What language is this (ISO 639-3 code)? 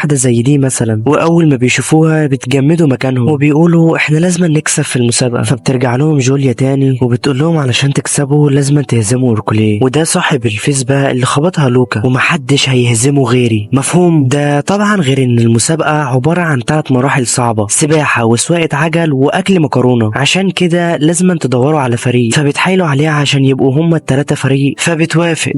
arz